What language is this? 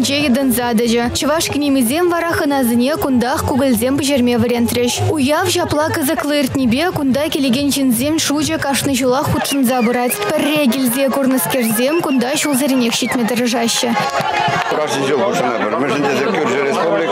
Chuvash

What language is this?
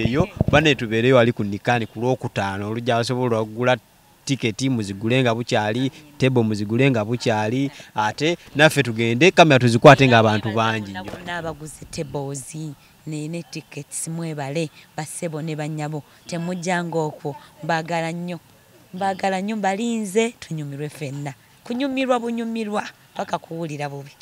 Ganda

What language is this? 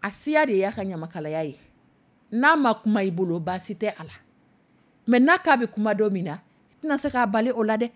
Dyula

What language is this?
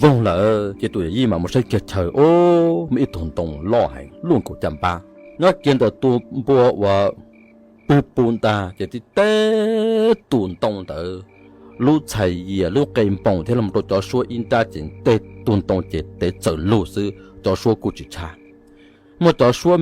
Hmong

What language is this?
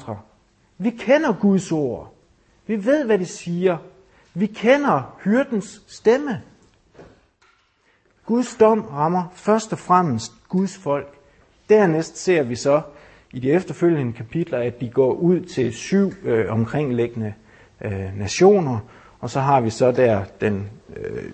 Danish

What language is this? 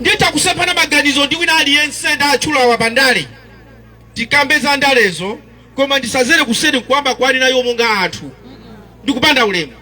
Nyanja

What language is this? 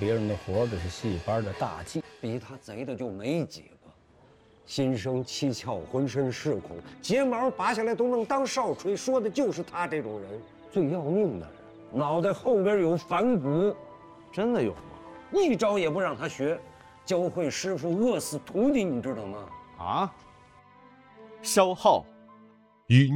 Chinese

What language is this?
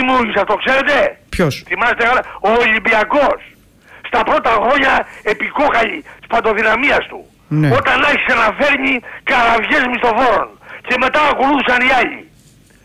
Greek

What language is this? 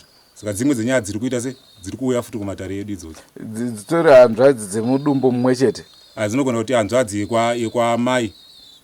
Shona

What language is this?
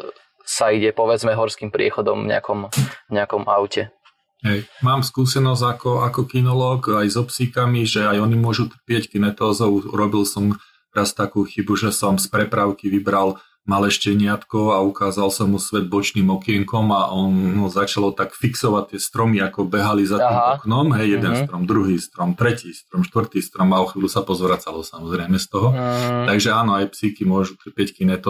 Slovak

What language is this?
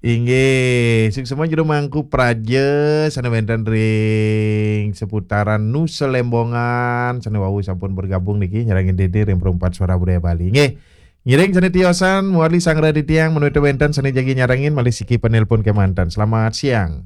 Balinese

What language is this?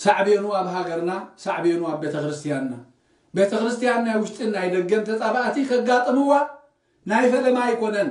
Tigrinya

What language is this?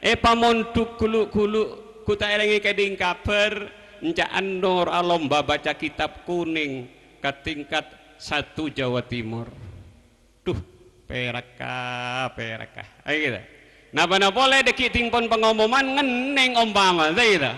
Madurese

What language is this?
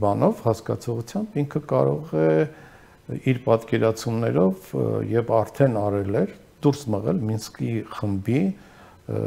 Armenian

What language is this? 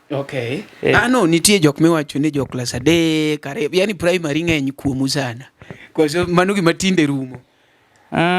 Luo (Kenya and Tanzania)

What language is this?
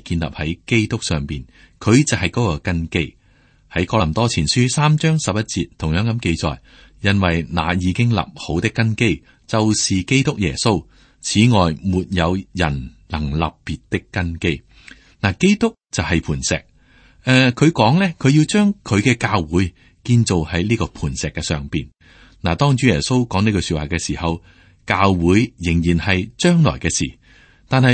Cantonese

